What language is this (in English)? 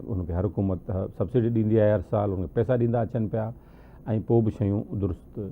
Sindhi